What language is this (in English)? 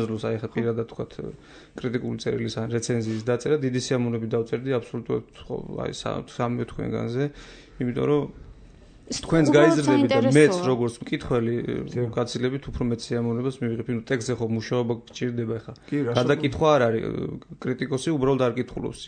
Georgian